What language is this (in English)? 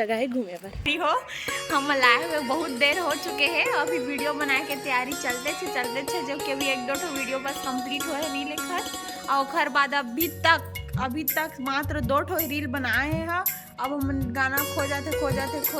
Chhattisgarhi